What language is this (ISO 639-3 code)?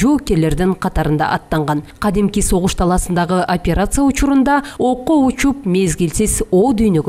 kir